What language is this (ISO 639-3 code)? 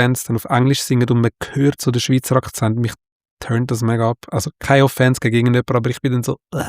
gsw